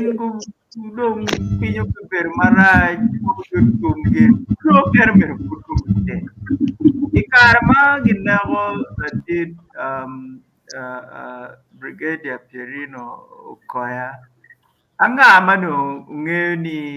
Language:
Acoli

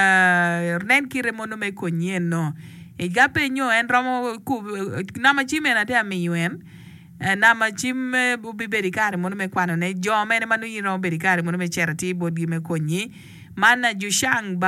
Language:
Acoli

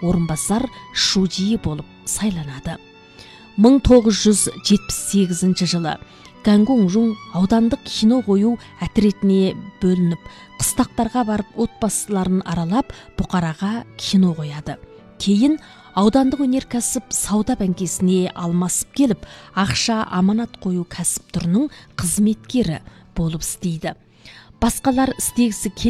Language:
Kazakh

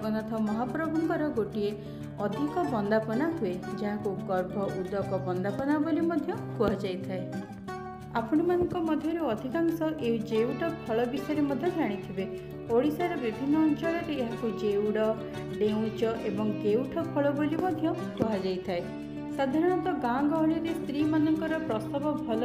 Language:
Odia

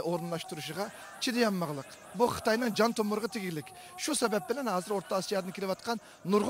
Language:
Uyghur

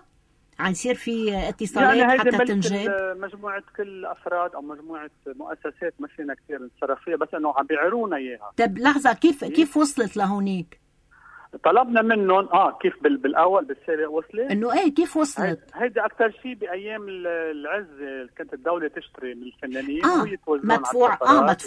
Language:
North Levantine Arabic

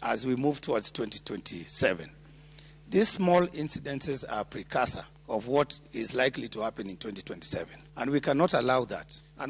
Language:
Luo (Kenya and Tanzania)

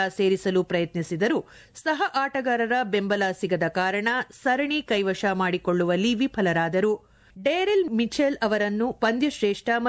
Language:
Kannada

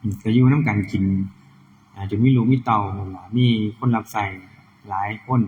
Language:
Northeastern Thai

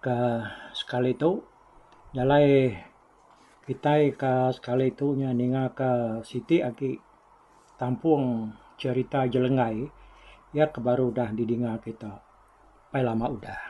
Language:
Iban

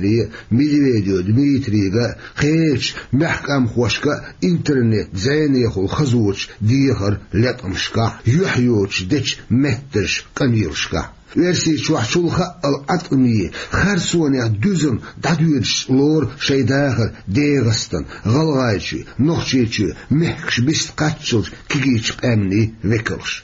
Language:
Chechen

